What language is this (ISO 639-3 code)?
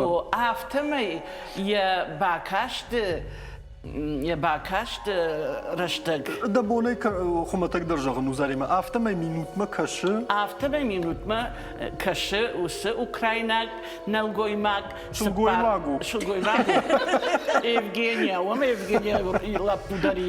oss